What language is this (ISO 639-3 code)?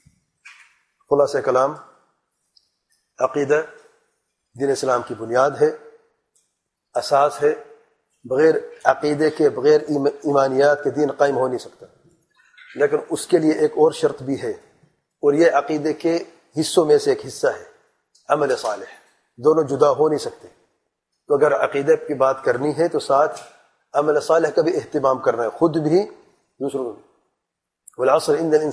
urd